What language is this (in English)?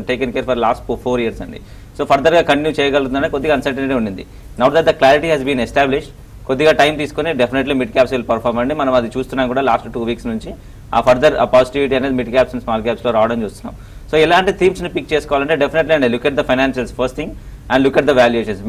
Telugu